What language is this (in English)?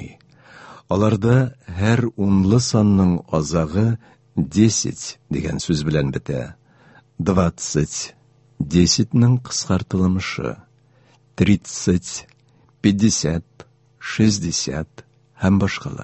Tatar